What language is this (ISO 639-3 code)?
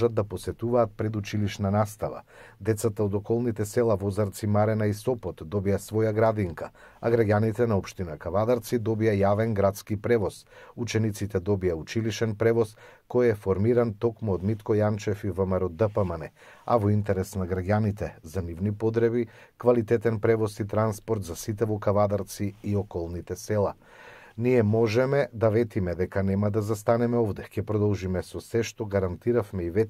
mkd